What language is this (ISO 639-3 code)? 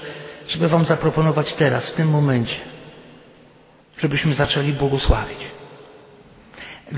pol